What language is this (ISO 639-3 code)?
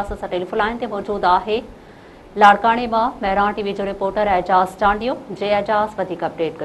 snd